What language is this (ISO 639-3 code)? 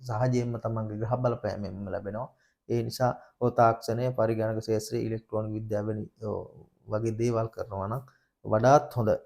sin